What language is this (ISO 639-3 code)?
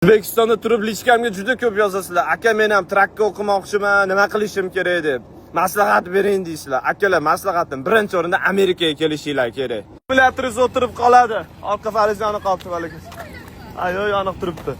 uzb